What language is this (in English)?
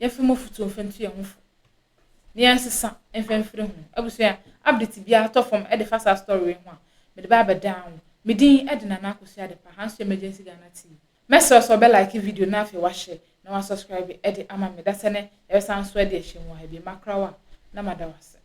Akan